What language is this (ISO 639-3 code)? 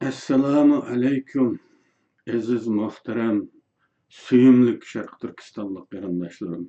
uig